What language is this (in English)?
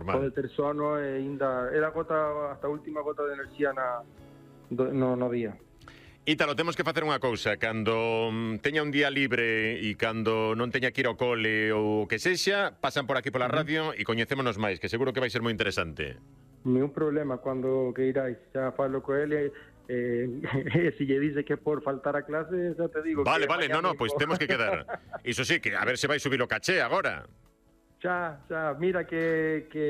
Galician